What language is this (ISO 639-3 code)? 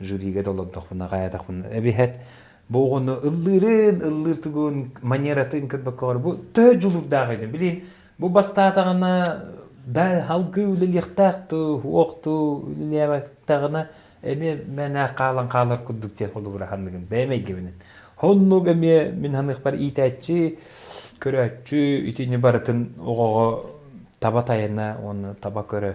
sah